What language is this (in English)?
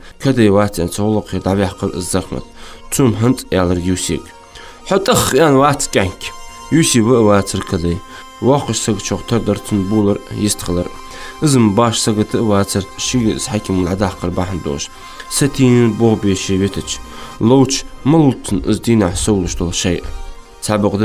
Ingush